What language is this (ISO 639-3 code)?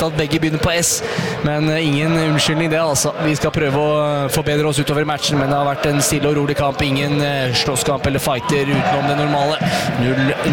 nor